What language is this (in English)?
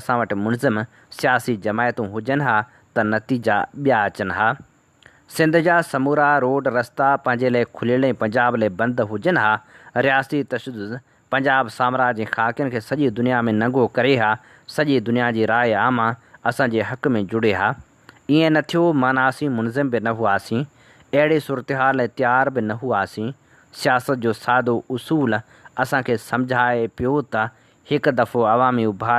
Sindhi